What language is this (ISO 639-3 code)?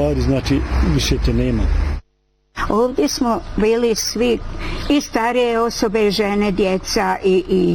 bos